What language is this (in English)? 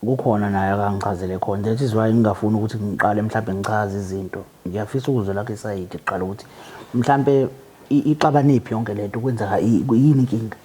Zulu